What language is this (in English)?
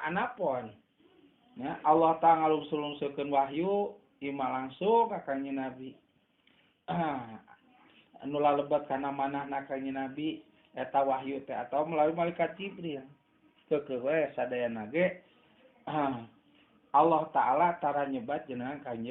Sundanese